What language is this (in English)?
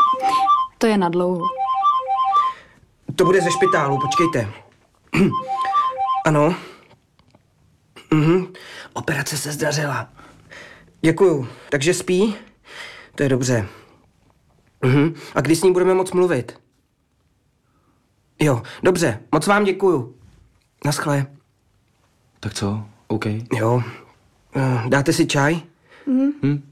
Czech